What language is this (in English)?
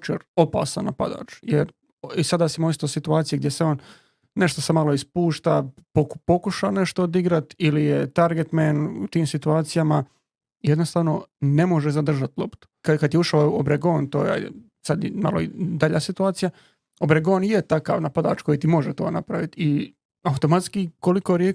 Croatian